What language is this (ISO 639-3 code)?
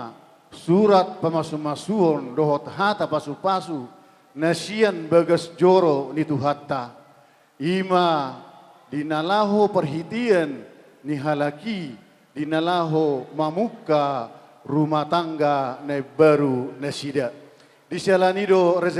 bbc